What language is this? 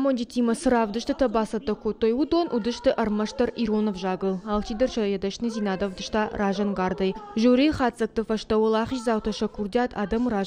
Ossetic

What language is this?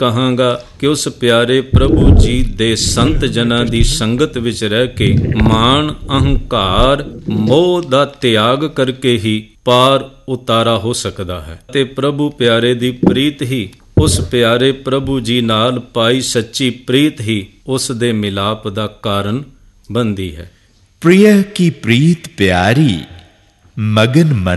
Punjabi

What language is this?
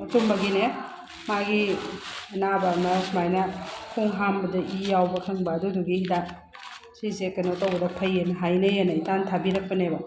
Manipuri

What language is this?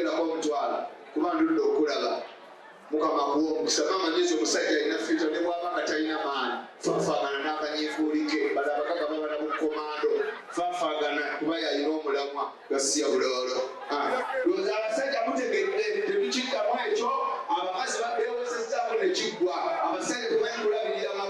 Ganda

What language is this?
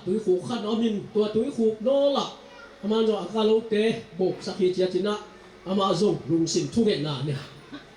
Tedim Chin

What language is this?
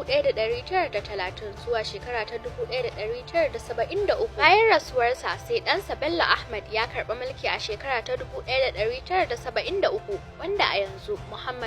Hausa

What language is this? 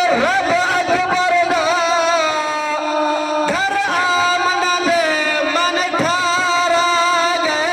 Saraiki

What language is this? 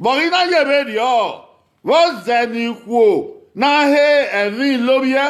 Bini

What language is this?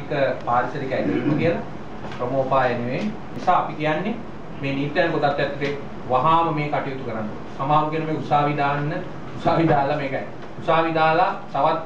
Sinhala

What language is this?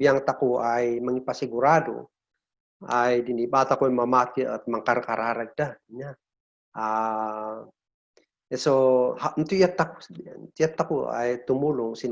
Kankanaey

